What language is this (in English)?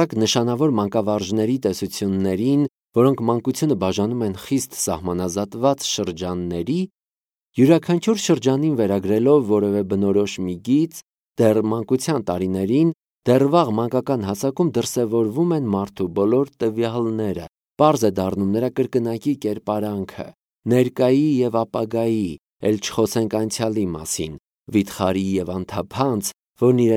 Armenian